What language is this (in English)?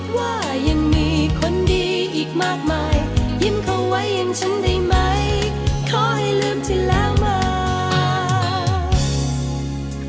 Thai